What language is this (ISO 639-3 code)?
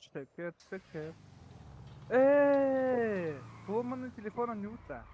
sah